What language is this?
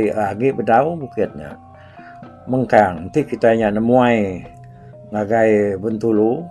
Iban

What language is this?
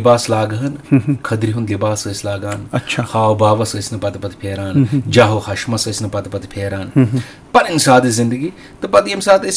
Kashmiri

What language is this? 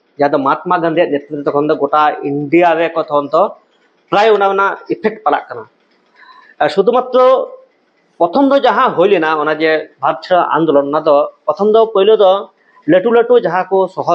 Santali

